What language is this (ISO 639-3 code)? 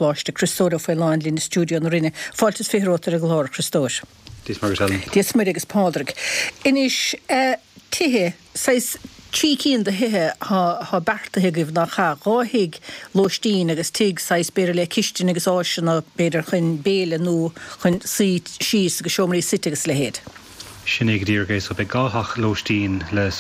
gle